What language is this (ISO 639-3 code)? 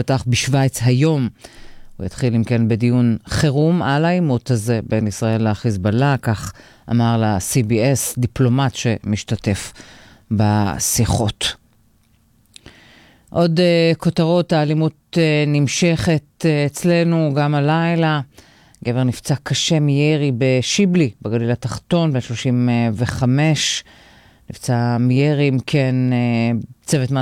heb